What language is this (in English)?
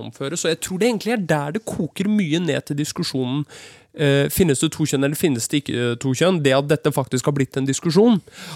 Norwegian